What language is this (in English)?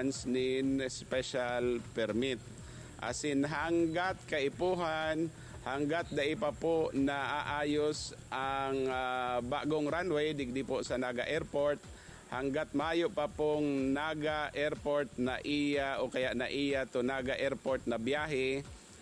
Bikol